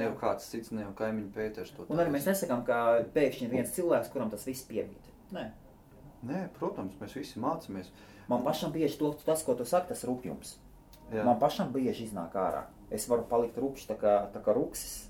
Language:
Latvian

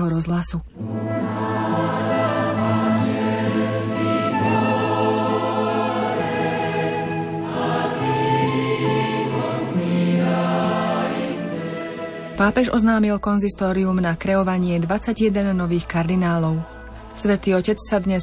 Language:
Slovak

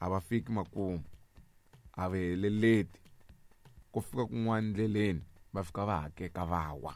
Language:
Tsonga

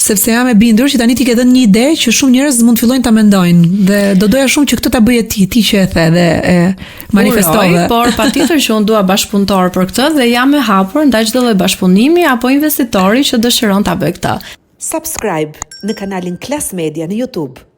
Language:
Albanian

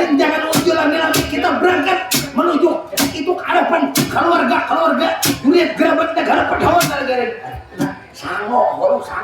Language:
Banjar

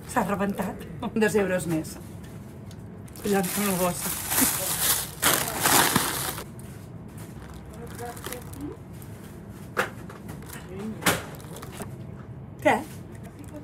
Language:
Catalan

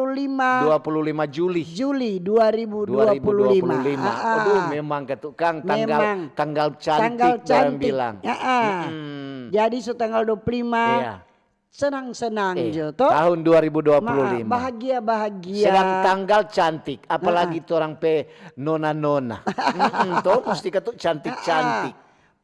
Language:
Manado Malay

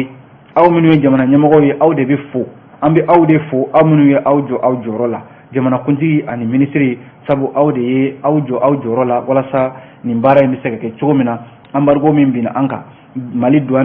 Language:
Bambara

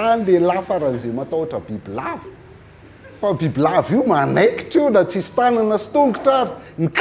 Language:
Malagasy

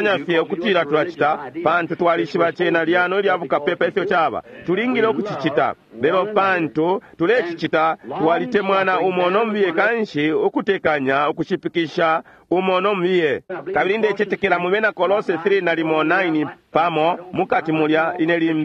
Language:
Bemba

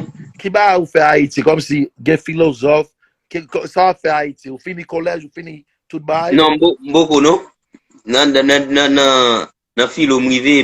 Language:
Haitian Creole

